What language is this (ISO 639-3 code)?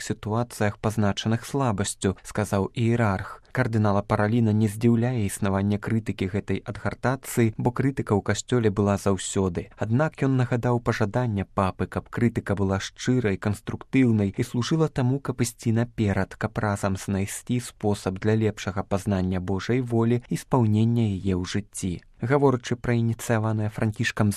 bel